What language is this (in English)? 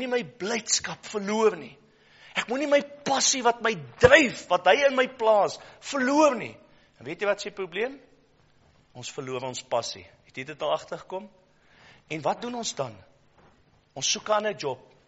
Afrikaans